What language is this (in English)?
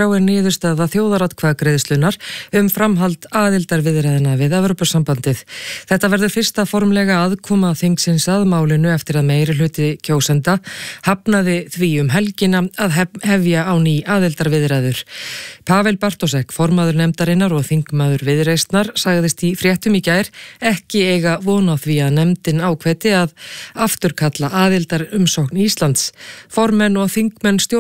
Icelandic